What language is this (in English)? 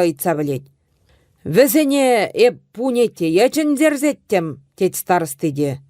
Chuvash